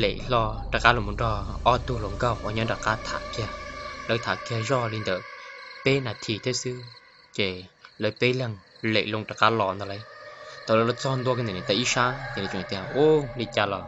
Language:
Hmong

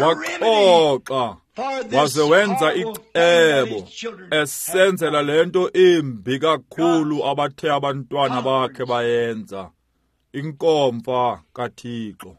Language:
Xhosa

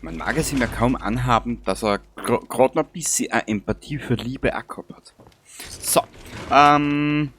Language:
Bavarian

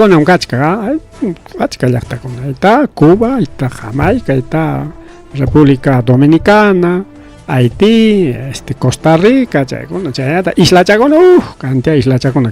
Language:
Ayacucho Quechua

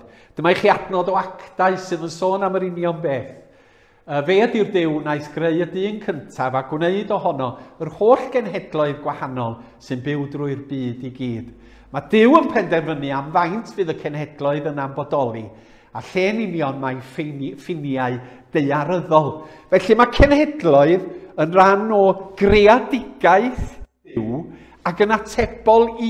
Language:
Welsh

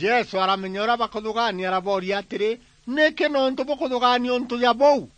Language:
Meru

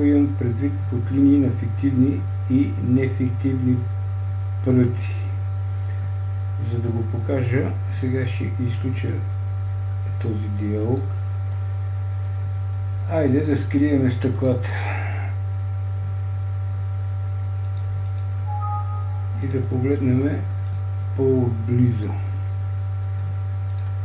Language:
Bulgarian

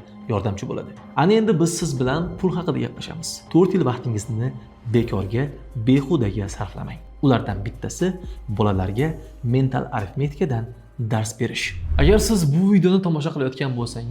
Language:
Uzbek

